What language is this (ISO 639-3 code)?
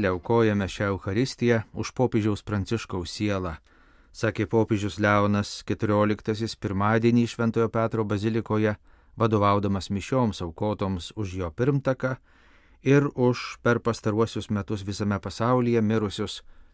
lit